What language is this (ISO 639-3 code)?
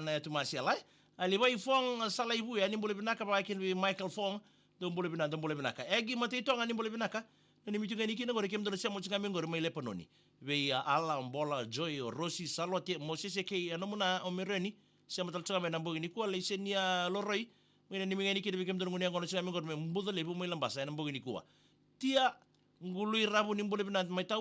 fij